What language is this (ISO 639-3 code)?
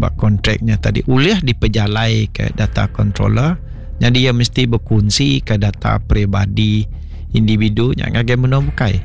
iba